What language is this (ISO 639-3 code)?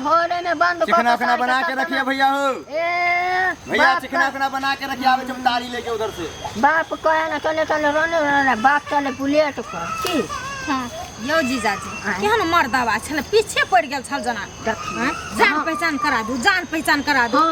mai